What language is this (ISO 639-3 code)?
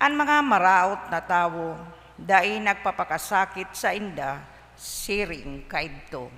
bik